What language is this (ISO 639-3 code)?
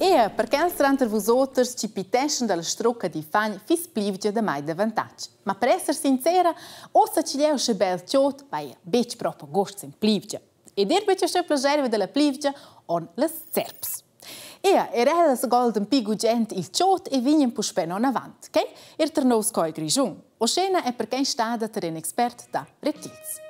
roh